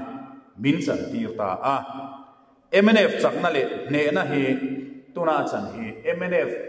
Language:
Mizo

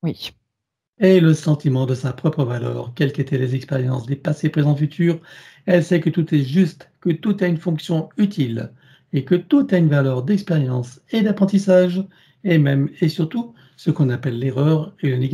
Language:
French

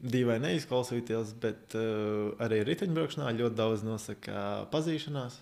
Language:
Latvian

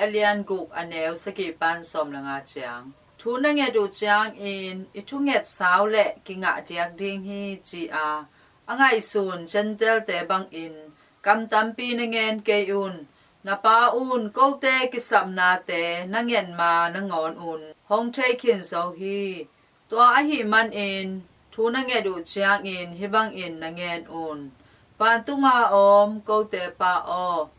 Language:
Tedim Chin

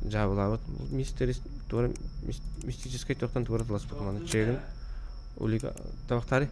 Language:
Yakut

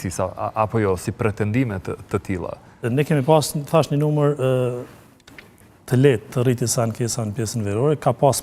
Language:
Albanian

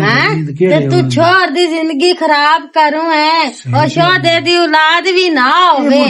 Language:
Western Panjabi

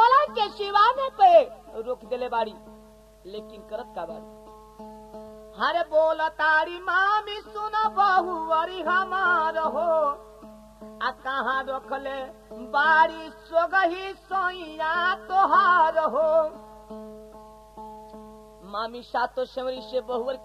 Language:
Bhojpuri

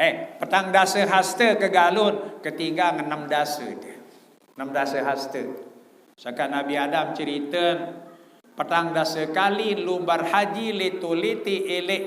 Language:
Sasak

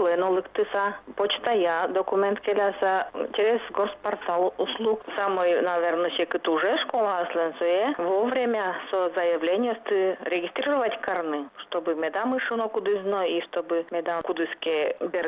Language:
Udmurt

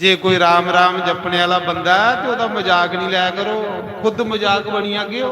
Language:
Dogri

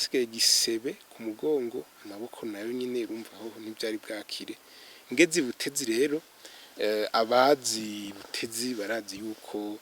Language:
Rundi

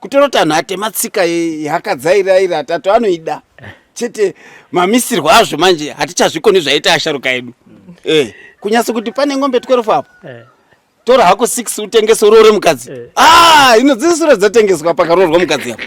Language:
Shona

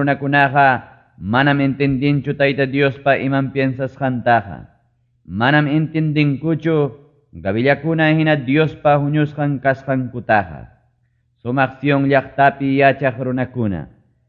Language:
Ayacucho Quechua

